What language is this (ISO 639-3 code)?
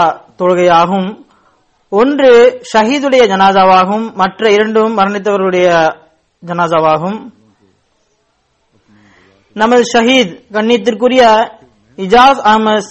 tam